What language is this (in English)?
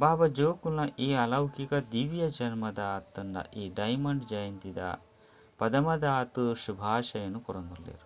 Tulu